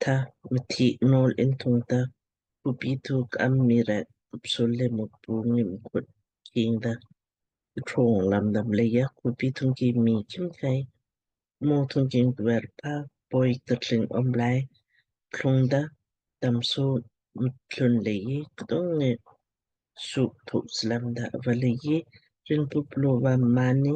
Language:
Lamkang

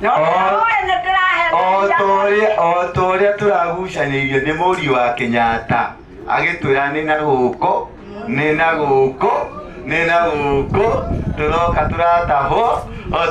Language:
Kikuyu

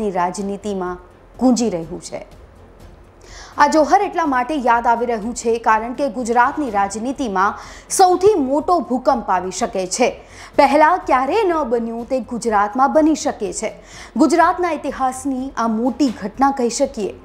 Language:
Gujarati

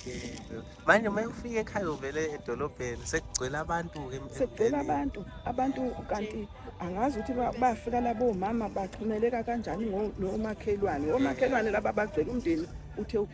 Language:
Zulu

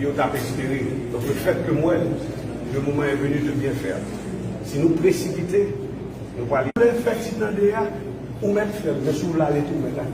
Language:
Haitian Creole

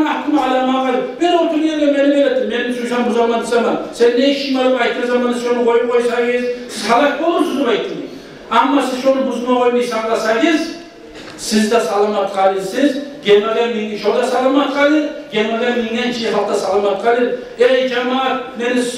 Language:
Kumyk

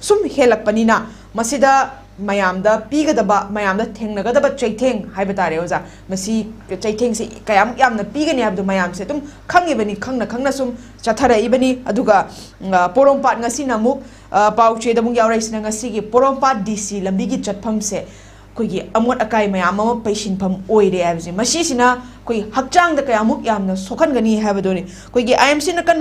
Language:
Manipuri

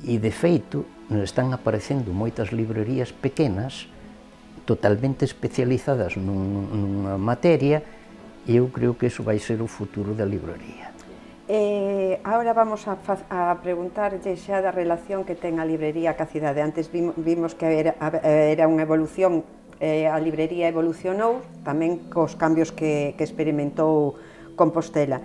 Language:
Galician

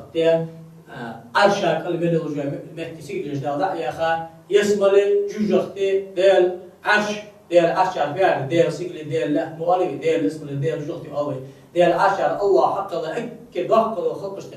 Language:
Ingush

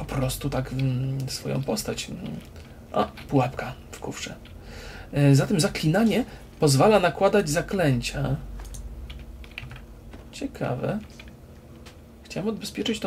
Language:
Polish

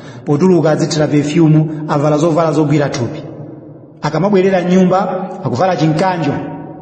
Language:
Nyanja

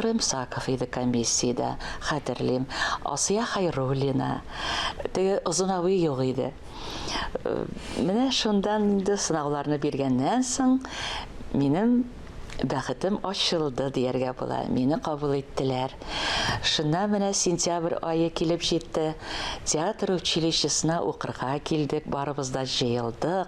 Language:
Tatar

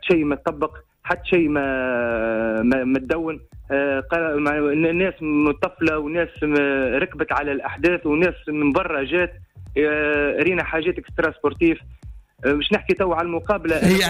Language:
Tunisian Arabic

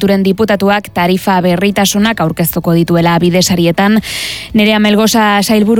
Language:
Basque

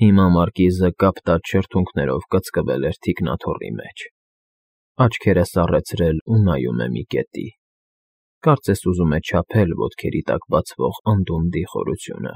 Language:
Armenian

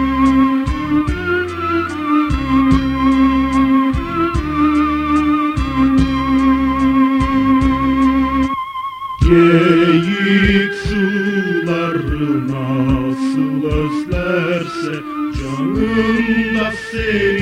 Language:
Turkish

